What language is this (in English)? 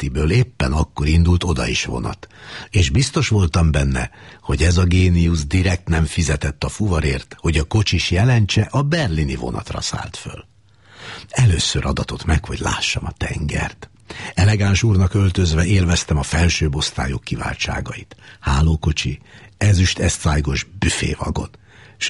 Hungarian